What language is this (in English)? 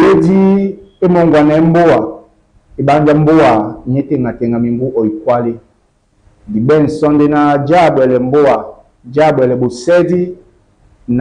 Duala